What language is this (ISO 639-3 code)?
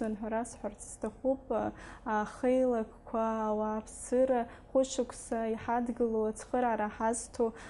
abk